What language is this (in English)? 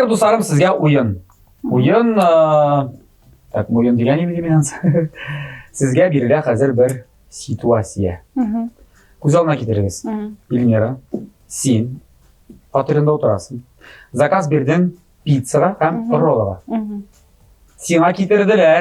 Tatar